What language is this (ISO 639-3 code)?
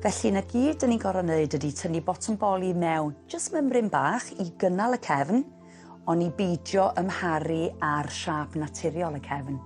cym